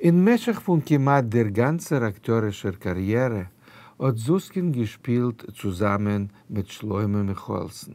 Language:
Yiddish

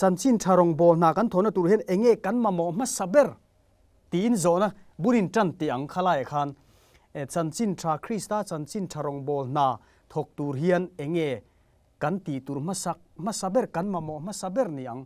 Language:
Mizo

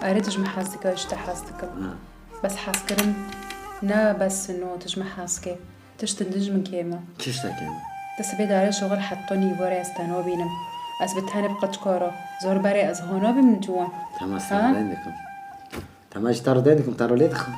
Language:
Kurdish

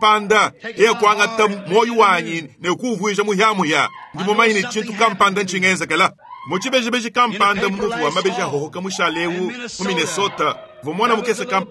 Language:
Luba-Lulua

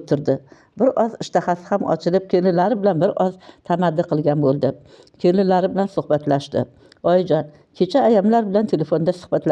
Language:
Uzbek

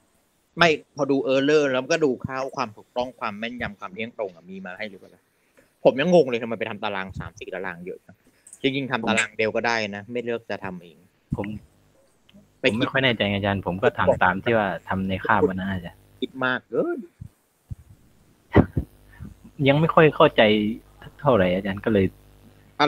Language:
Thai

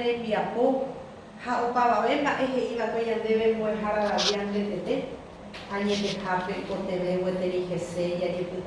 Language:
Guarani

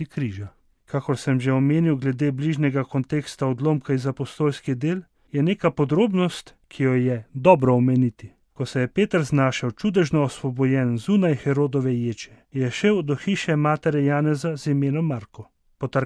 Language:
Slovenian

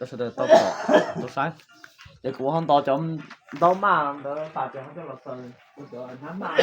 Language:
Hmong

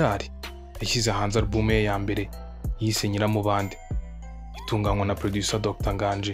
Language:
Kinyarwanda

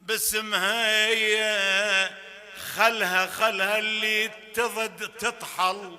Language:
Mesopotamian Arabic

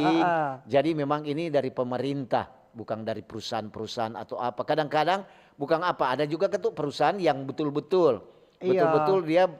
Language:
Manado Malay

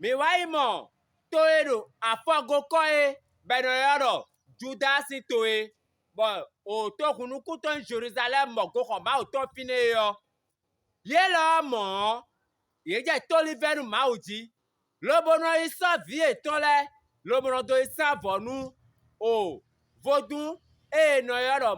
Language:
Fon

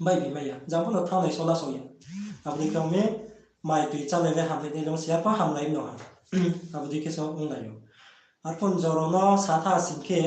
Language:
Riang (India)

